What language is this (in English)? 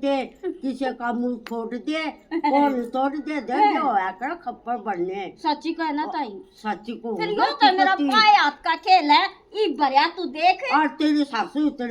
Haryanvi